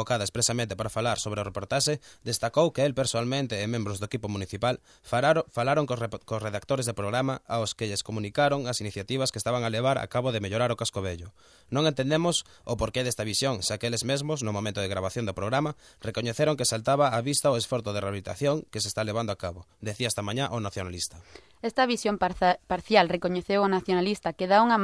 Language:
Galician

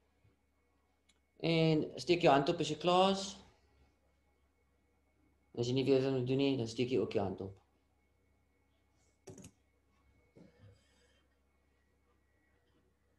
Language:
Afrikaans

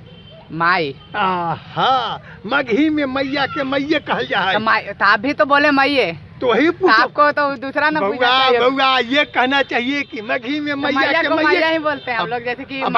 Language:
Magahi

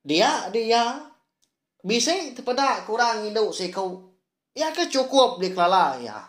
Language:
Iban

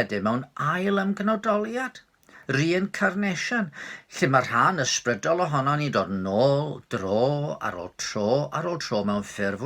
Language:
Welsh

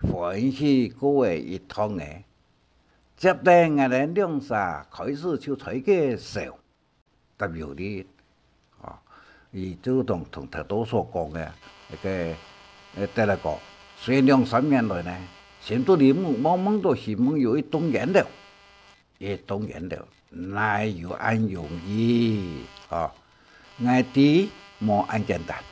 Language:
Hakka Chinese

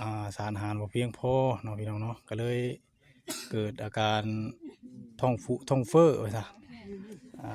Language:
Northeastern Thai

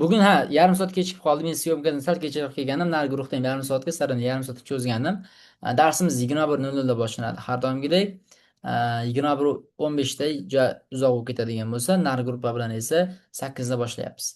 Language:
Uzbek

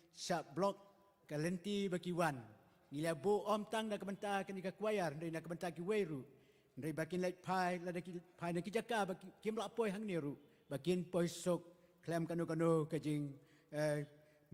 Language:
Khasi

